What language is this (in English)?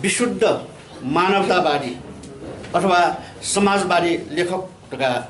Newari